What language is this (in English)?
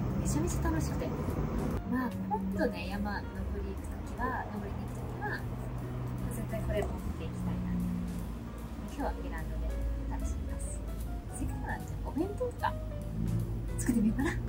Japanese